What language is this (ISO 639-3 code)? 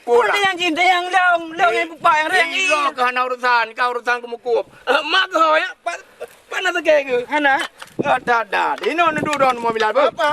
ace